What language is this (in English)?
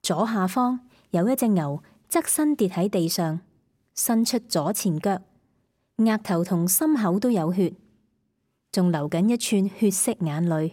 Cantonese